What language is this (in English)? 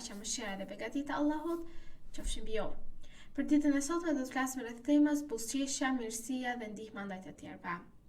Albanian